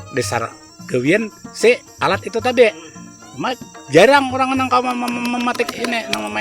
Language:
Banjar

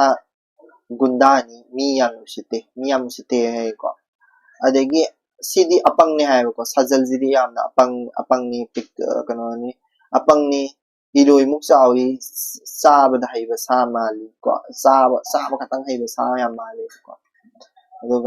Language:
Manipuri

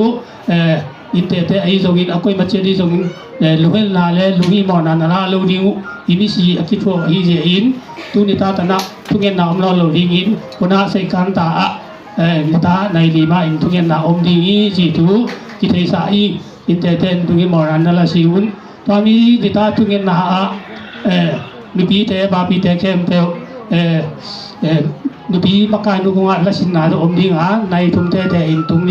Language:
Tedim Chin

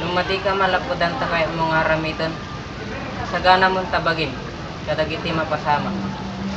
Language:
Iloko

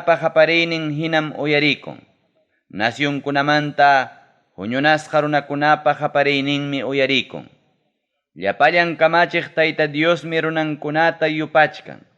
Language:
Ayacucho Quechua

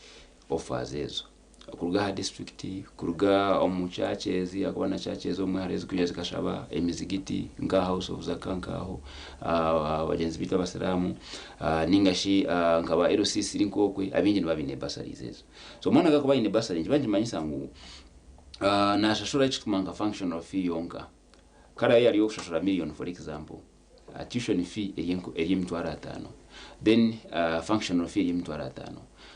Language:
Nyankole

